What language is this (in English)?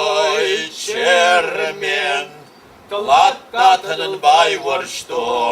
Ossetic